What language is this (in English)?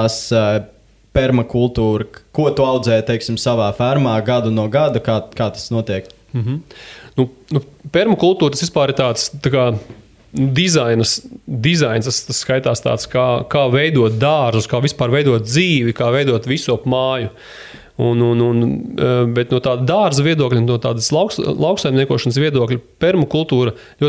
Latvian